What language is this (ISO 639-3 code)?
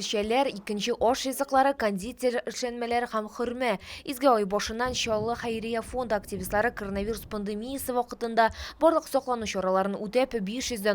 tat